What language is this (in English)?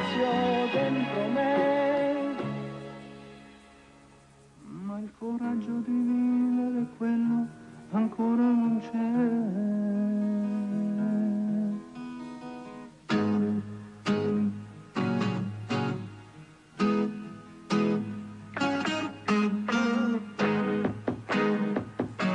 Italian